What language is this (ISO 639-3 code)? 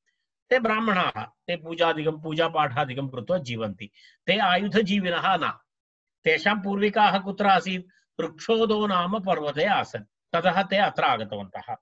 san